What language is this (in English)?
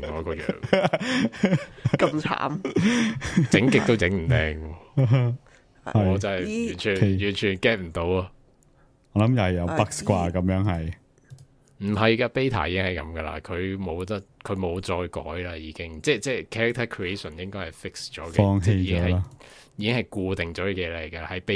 Cantonese